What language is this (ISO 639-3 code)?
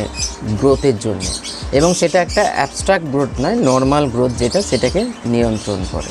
ben